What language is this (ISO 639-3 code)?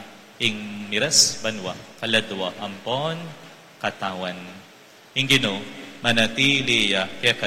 pam